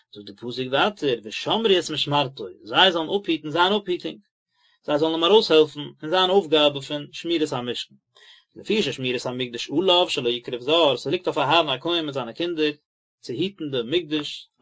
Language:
Yiddish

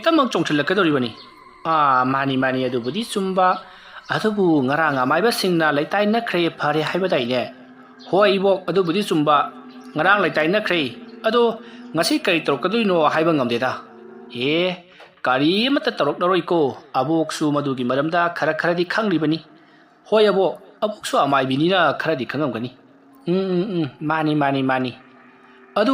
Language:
Manipuri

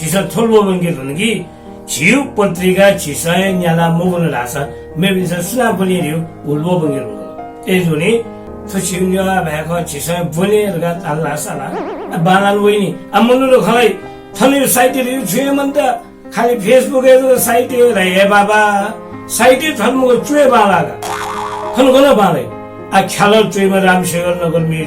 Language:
Newari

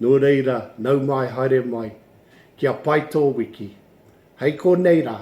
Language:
Māori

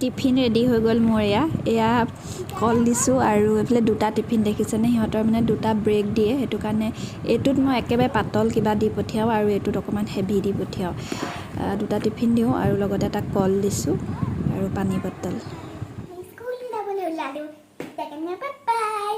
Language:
Assamese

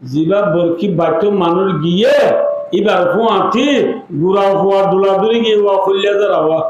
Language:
Rohingya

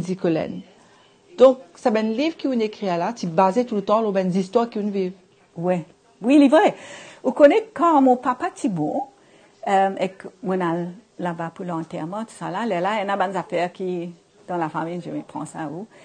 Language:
Morisyen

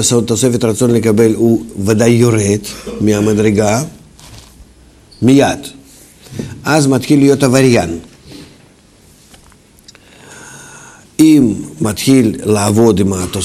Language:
Hebrew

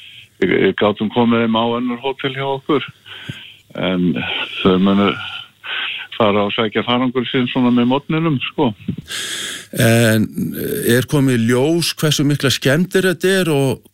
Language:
Icelandic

